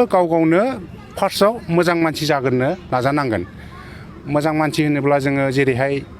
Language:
Bodo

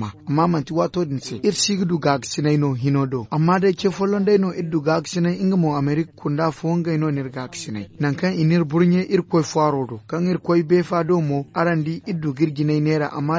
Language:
Zarma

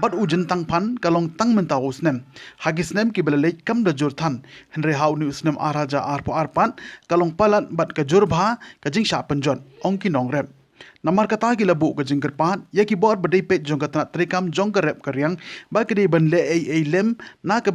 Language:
Khasi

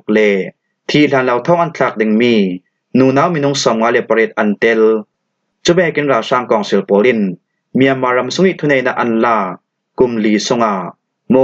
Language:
Falam Chin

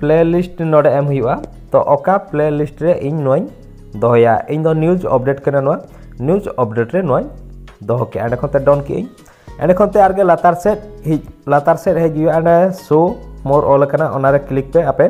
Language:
Santali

